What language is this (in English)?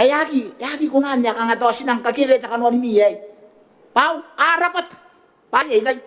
Gilbertese